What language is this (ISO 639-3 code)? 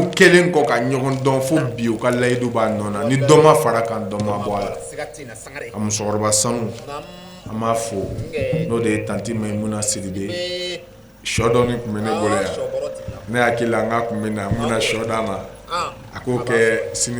bam